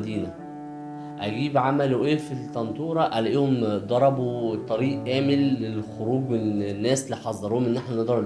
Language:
Egyptian Arabic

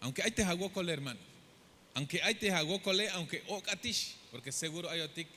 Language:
Tzeltal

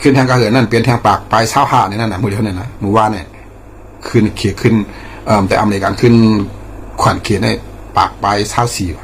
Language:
Shan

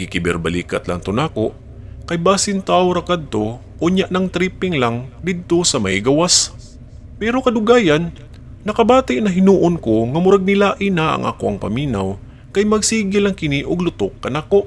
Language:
Cebuano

